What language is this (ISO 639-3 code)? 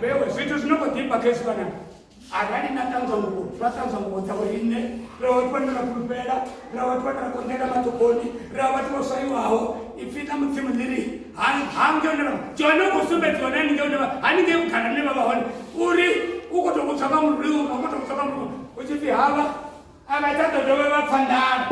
ven